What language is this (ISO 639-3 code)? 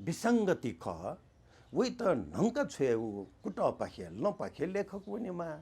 new